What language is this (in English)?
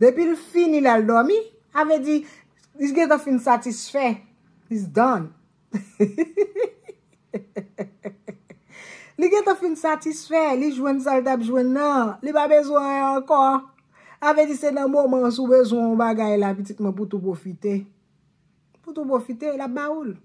Haitian Creole